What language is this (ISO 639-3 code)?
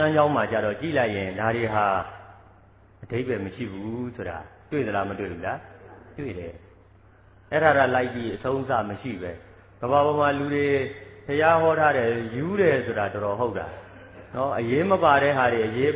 mya